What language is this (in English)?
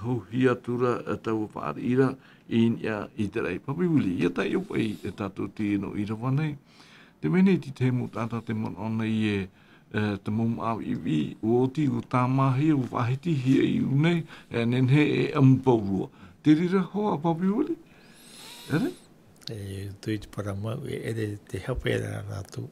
Tahitian